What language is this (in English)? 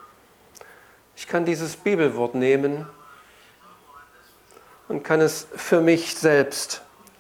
German